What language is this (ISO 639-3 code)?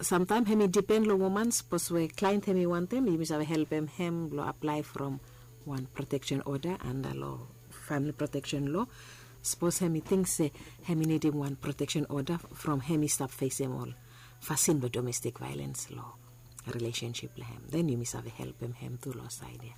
bis